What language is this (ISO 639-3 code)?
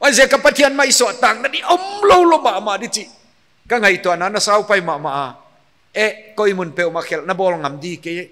pck